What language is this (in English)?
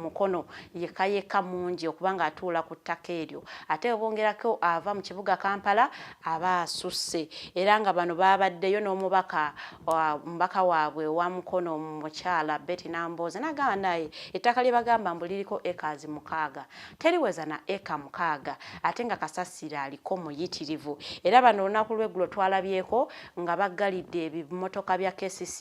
Ganda